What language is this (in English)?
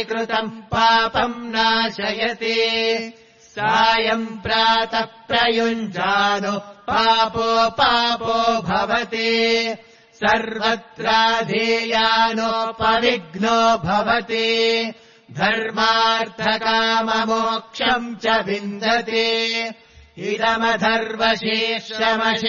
Sanskrit